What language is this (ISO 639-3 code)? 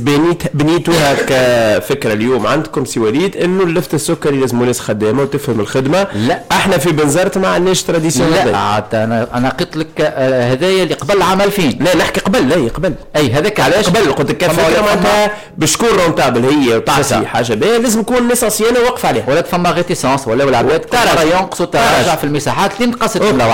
aeb